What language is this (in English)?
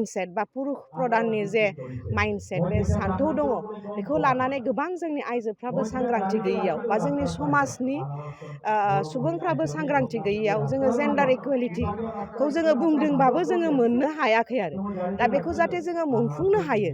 Bodo